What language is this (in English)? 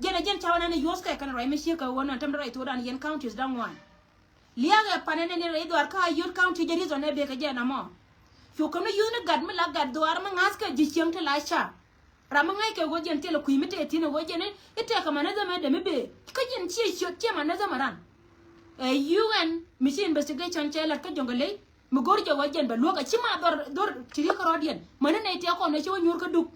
Nuer